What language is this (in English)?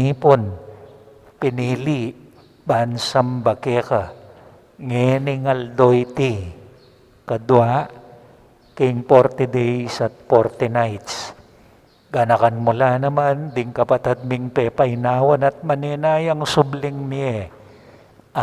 Pampanga